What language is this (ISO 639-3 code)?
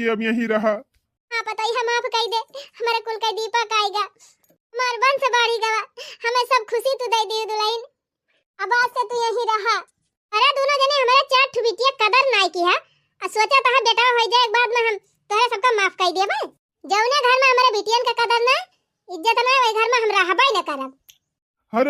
awa